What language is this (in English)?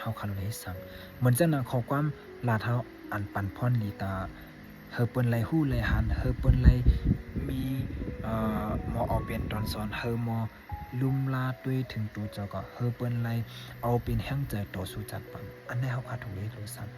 Shan